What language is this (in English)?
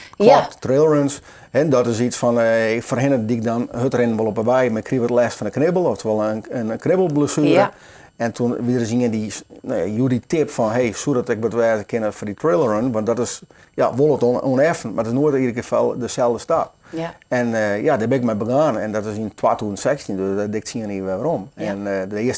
Western Frisian